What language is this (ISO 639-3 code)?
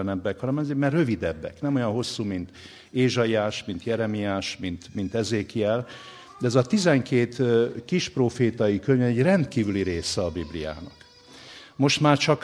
hun